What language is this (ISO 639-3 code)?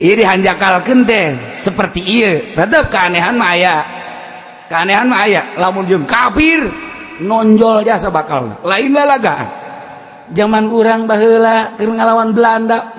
sun